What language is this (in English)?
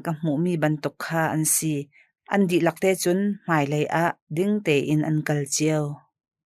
Hakha Chin